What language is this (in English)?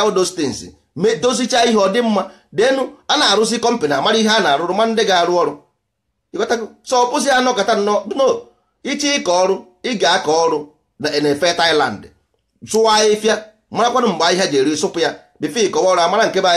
Igbo